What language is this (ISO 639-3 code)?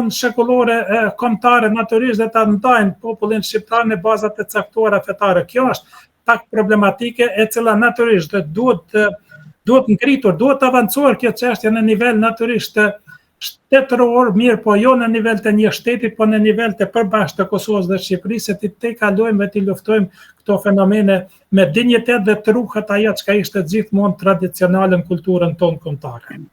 sqi